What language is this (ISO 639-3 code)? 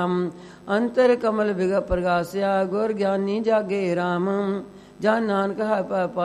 pan